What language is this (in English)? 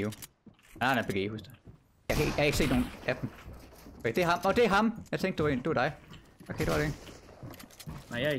Danish